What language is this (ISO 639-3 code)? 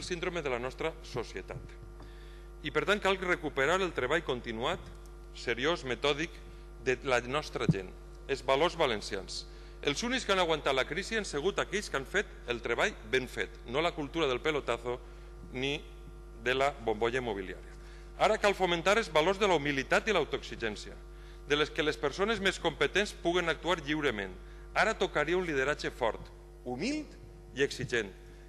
cat